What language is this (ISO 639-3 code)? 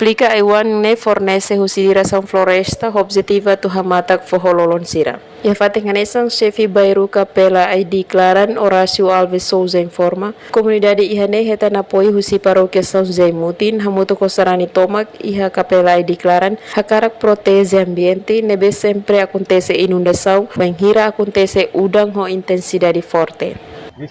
tet